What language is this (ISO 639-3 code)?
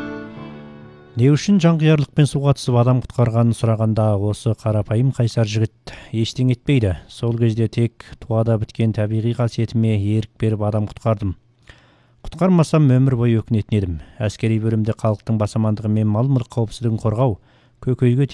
kaz